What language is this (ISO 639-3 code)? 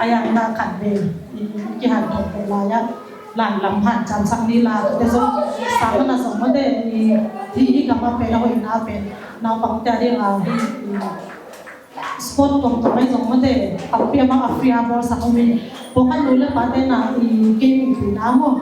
ctd